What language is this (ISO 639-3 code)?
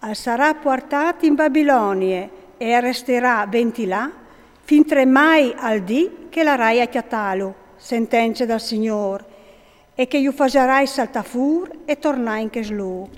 fur